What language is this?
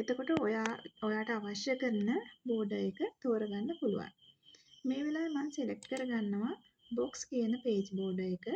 Sinhala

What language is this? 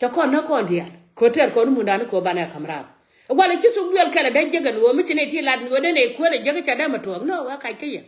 Nuer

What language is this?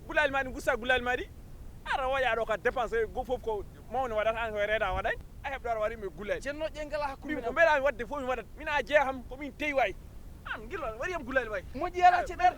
Fula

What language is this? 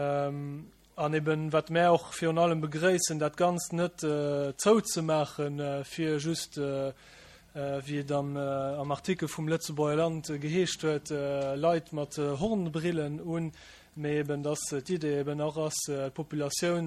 Luxembourgish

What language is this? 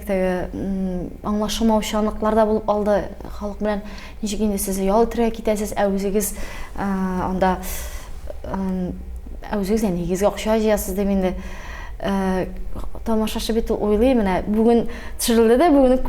Tatar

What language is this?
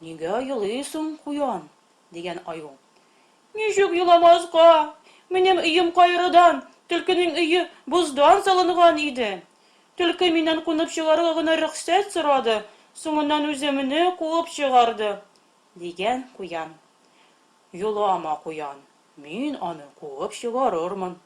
Tatar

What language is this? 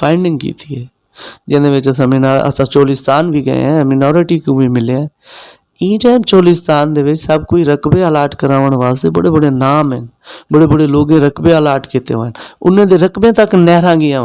Saraiki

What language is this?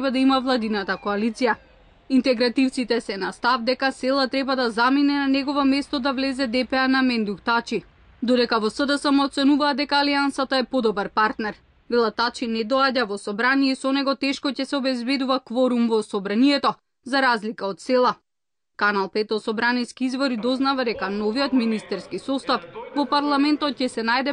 Macedonian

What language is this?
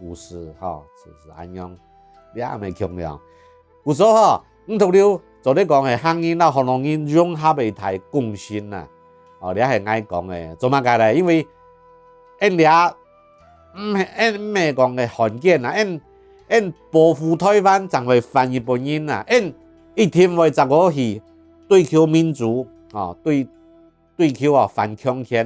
Hakka Chinese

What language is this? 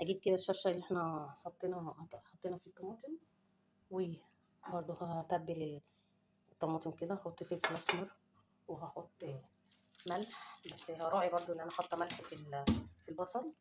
Egyptian Arabic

